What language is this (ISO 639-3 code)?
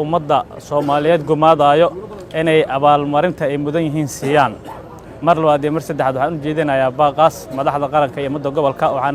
som